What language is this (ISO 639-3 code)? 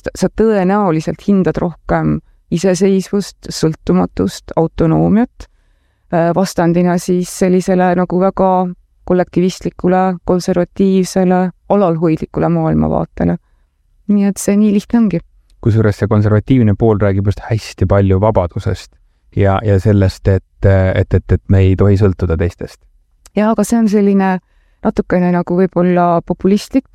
est